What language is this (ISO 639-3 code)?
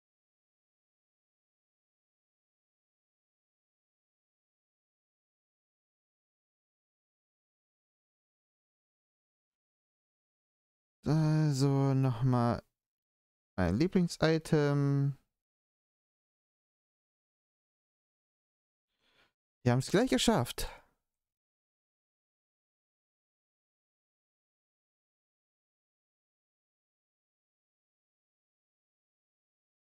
deu